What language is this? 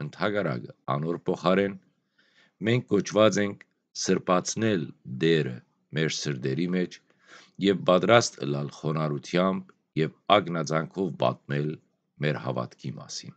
Western Armenian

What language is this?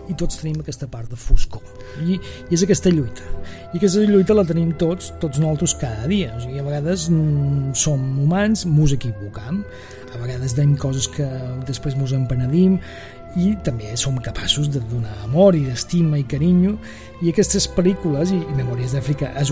Catalan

